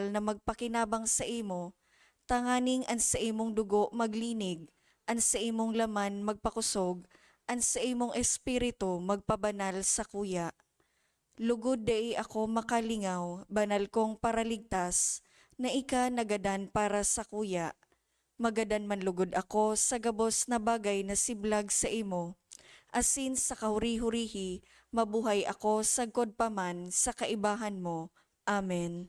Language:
Bikol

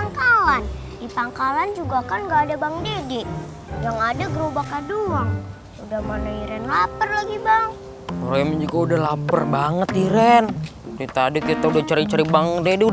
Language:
Betawi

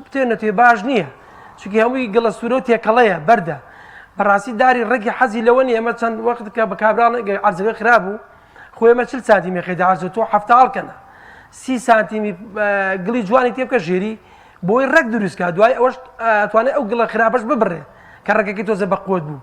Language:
Central Kurdish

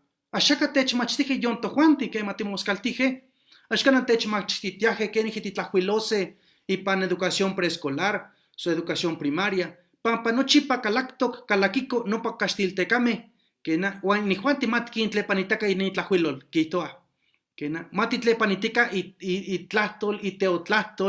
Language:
Eastern Huasteca Nahuatl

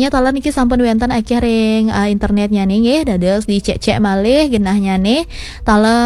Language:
Balinese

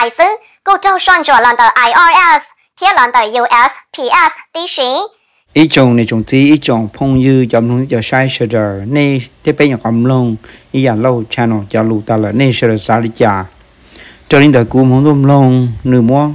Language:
Vietnamese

